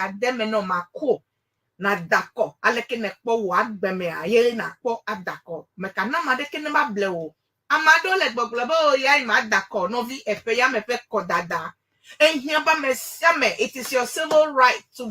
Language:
Ewe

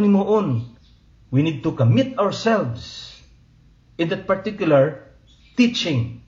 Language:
Hiligaynon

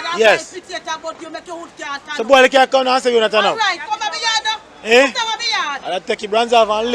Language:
Jamaican Creole English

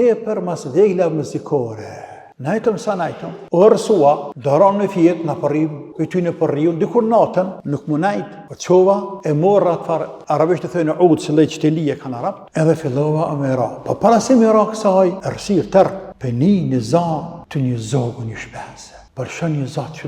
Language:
Albanian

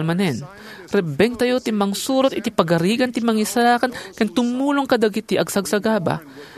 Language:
Iloko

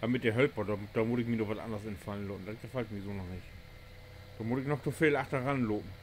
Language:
Low German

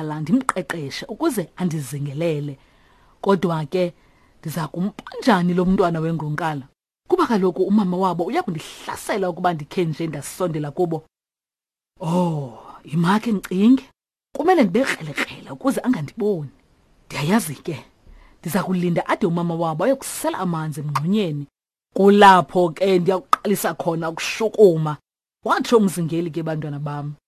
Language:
Xhosa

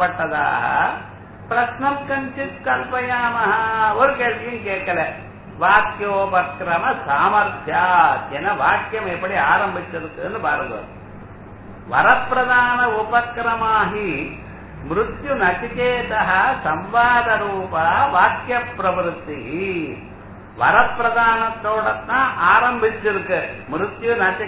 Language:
Tamil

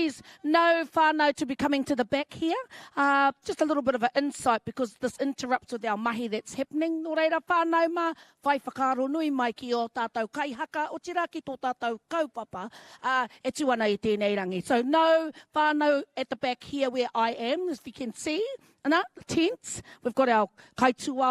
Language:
Māori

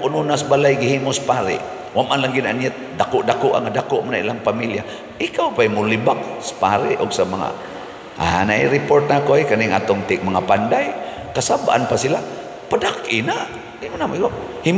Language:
Cebuano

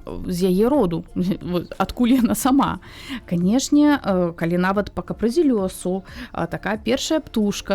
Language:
Belarusian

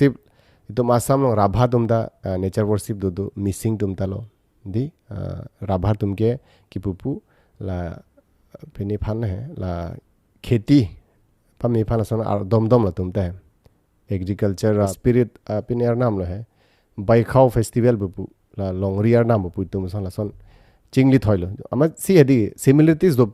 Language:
Karbi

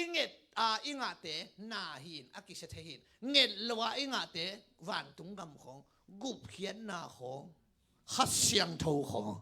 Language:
Tedim Chin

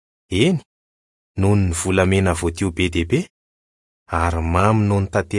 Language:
Malagasy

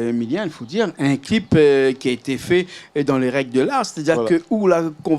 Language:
Réunion Creole French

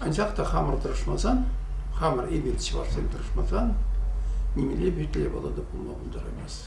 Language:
Chuvash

